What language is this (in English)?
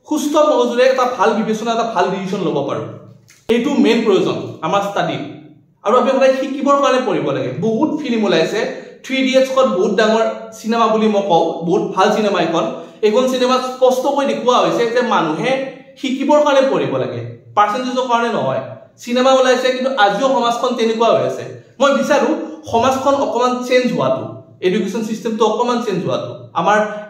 Assamese